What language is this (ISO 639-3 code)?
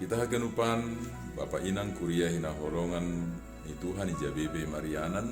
bts